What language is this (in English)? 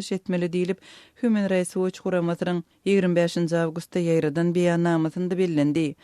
Turkmen